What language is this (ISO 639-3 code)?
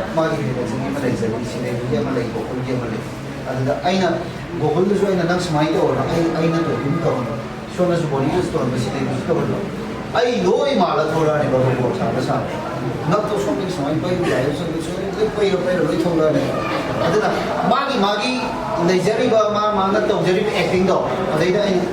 mni